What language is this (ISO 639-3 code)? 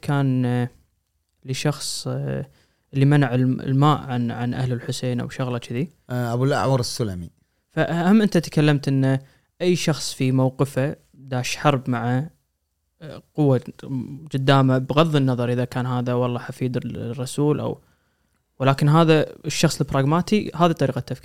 afb